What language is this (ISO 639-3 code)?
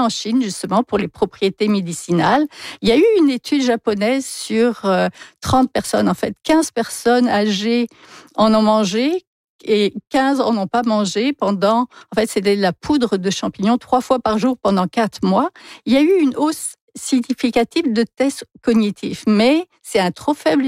fra